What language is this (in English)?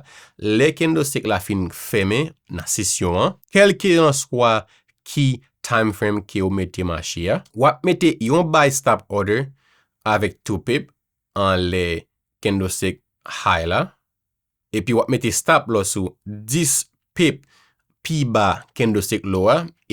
Haitian Creole